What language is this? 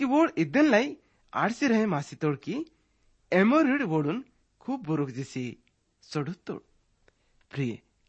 Gondi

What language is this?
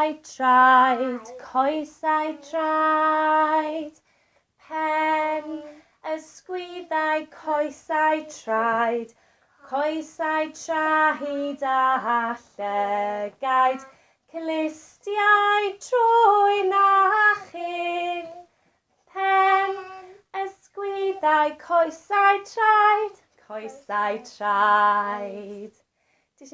Welsh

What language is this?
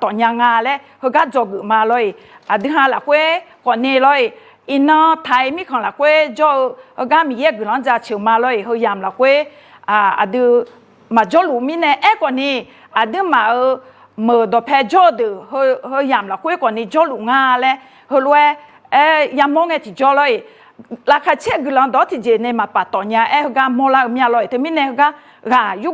Akha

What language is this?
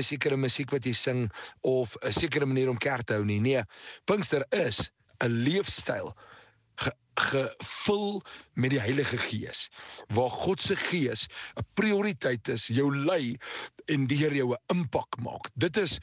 Afrikaans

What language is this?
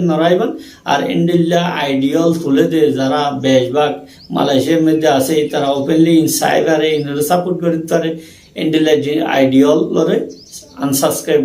Rohingya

